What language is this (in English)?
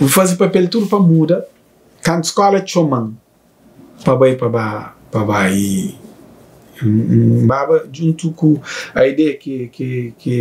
Kabuverdianu